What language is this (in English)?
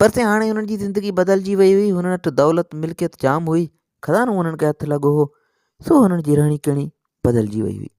Sindhi